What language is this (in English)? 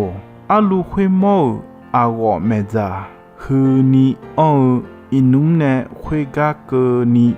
Akha